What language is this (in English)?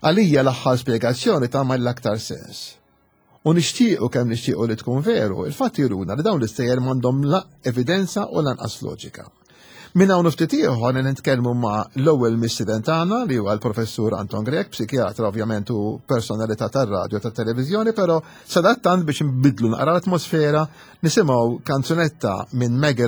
Maltese